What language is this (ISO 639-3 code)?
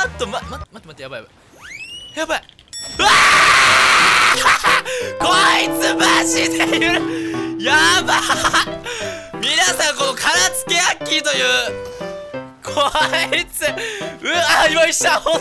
jpn